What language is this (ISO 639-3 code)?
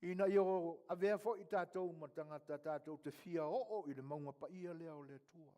smo